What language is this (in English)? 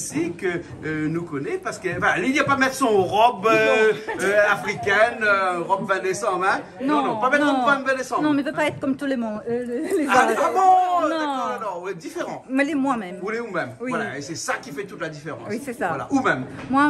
Réunion Creole French